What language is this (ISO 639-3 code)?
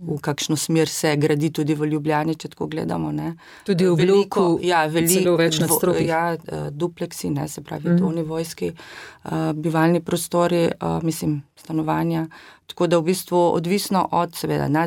slv